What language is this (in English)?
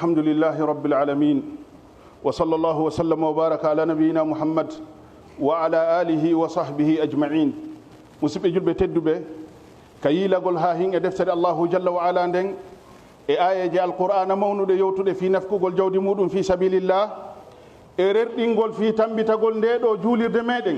Fula